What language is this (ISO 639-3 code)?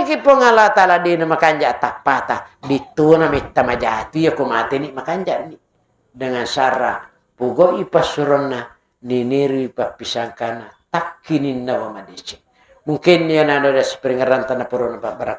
bug